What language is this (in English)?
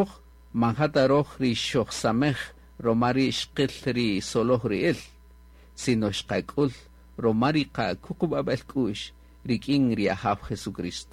Kaqchikel